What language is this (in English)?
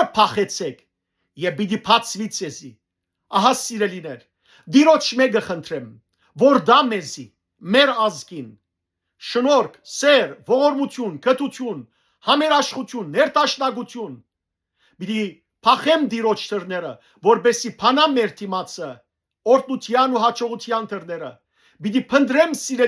Western Armenian